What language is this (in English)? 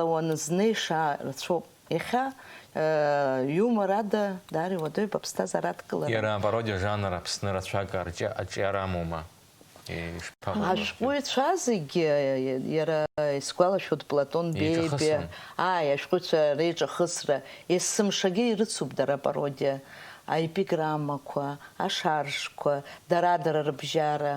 Abkhazian